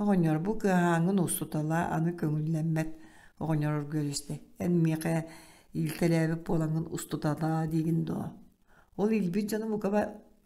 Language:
Yakut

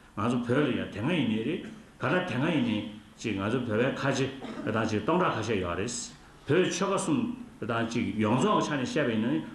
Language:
Tibetan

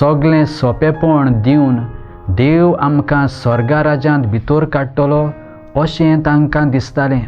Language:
Konkani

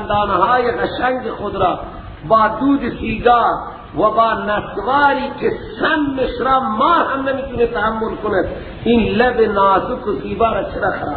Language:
Persian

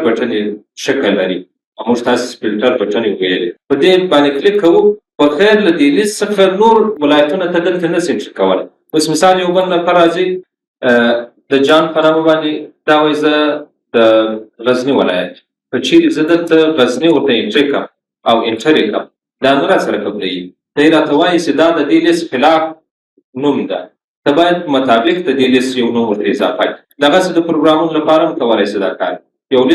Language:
Pashto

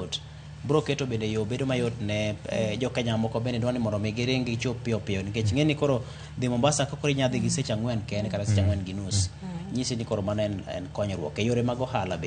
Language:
Luo (Kenya and Tanzania)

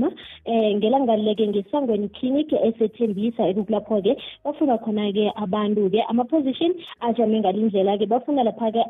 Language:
South Ndebele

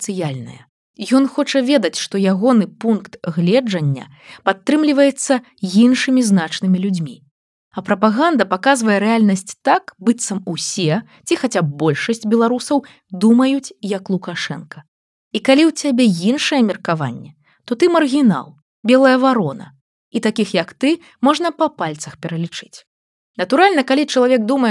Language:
Belarusian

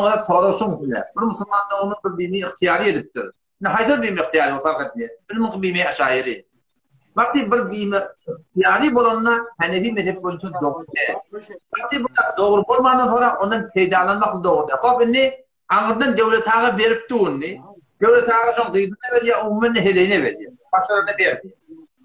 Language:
Turkmen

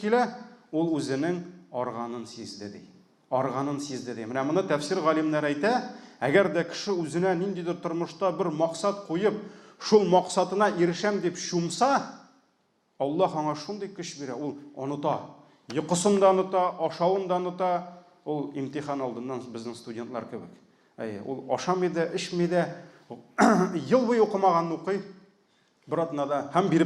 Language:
Tatar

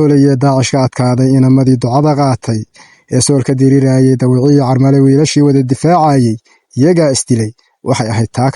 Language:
Somali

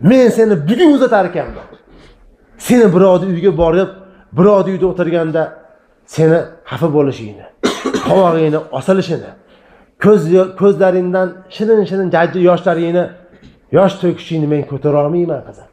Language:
Uzbek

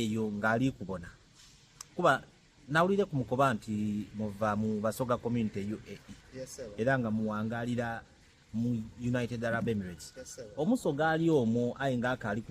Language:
Soga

